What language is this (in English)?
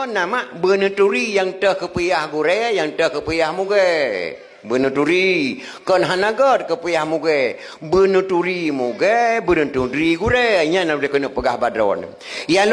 Achinese